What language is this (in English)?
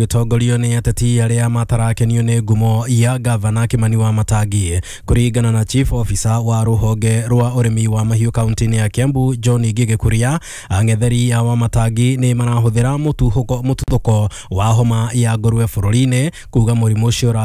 Kikuyu